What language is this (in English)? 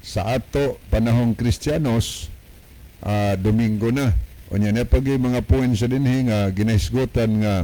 Cebuano